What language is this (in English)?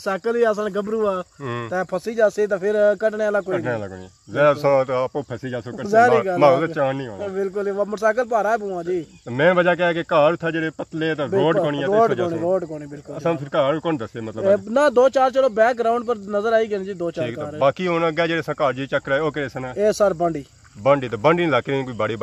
Pahari-Potwari